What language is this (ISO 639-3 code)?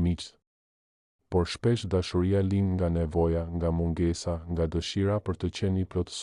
sqi